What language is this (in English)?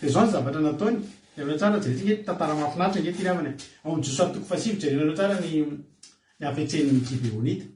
Malagasy